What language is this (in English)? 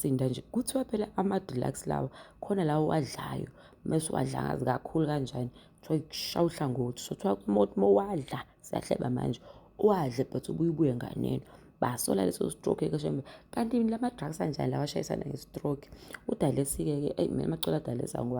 Zulu